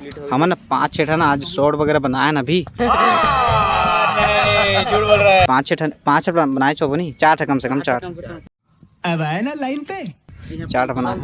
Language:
Chhattisgarhi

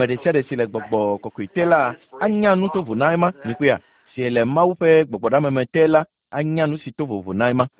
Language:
Ewe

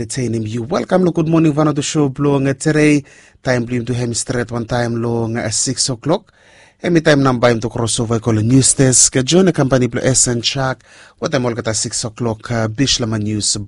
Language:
Bislama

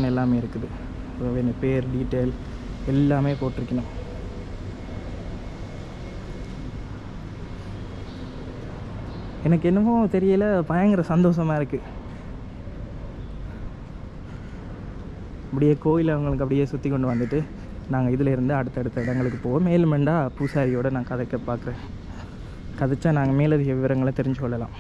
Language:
Tamil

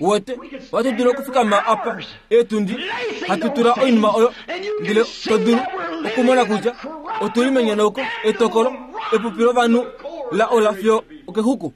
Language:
Kuanyama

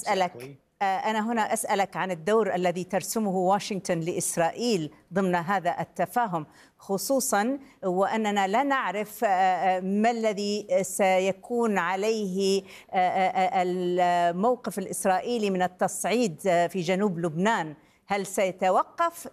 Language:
Arabic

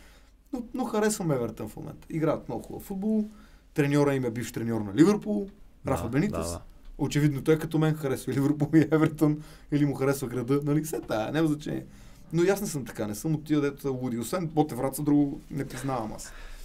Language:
Bulgarian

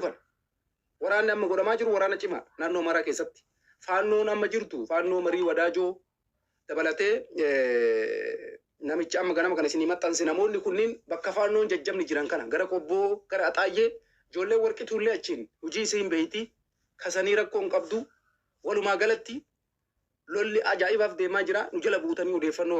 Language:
Oromo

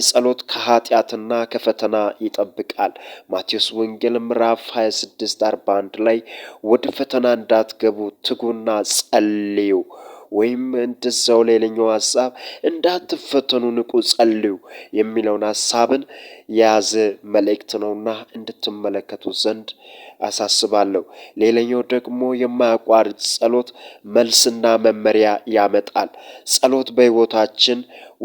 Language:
Amharic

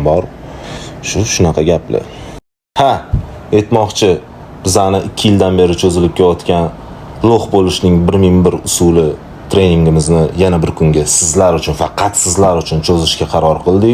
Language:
Uzbek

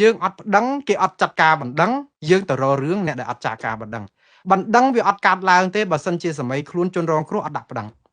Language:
Khmer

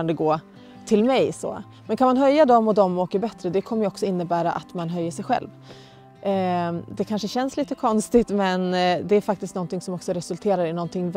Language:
Swedish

